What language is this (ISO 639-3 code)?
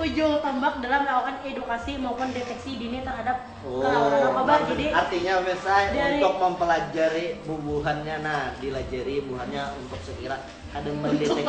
bjn